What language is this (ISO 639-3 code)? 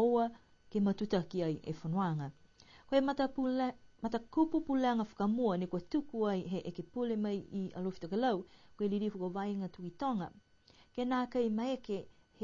niu